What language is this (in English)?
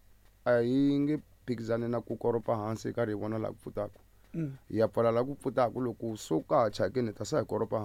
Tsonga